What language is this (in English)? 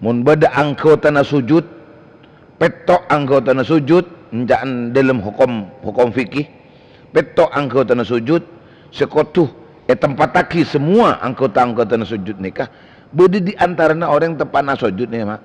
Madurese